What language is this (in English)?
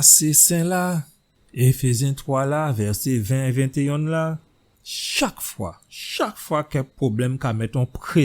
Guadeloupean Creole French